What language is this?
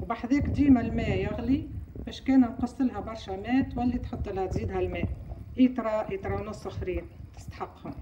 Tunisian Arabic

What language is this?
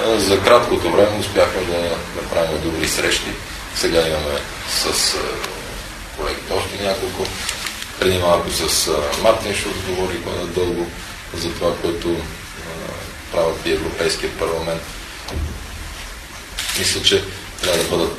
Bulgarian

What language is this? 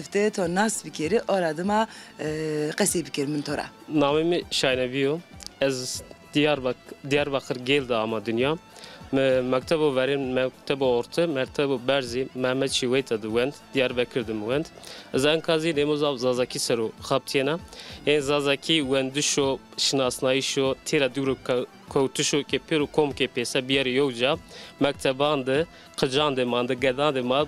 Zaza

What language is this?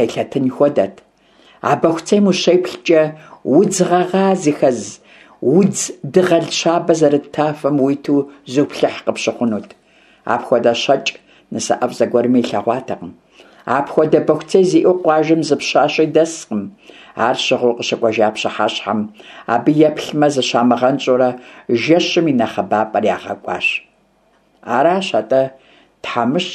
Kabardian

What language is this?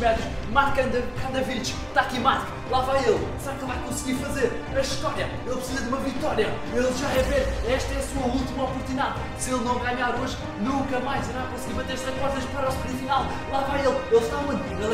Portuguese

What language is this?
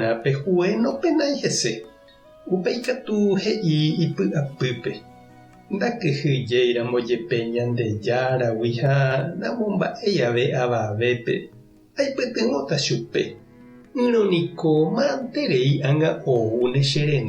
Guarani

